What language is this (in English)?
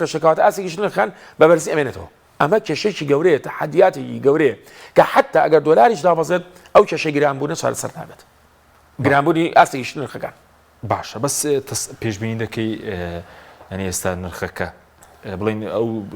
Central Kurdish